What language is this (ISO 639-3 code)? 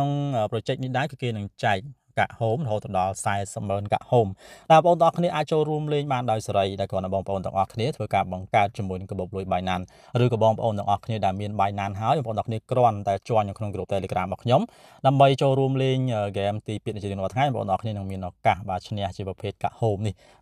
khm